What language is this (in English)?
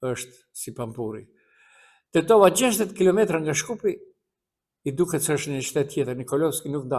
Albanian